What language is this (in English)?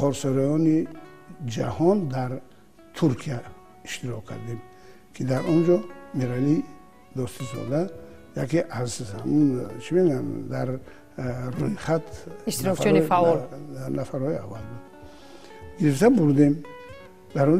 Tajik